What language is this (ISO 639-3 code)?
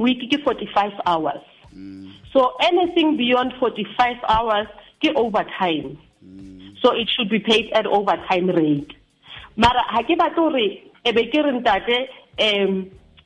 sot